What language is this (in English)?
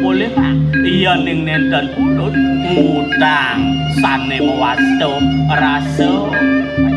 Balinese